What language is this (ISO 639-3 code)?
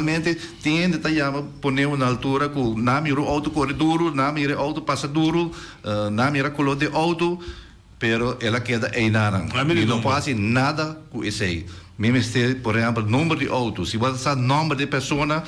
pap